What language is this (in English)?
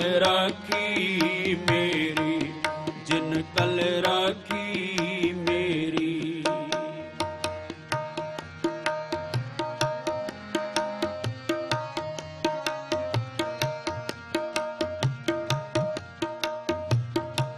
Punjabi